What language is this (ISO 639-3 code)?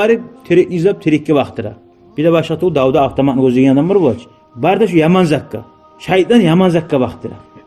kum